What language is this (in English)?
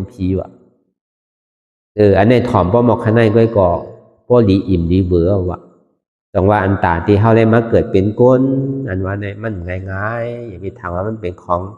Shan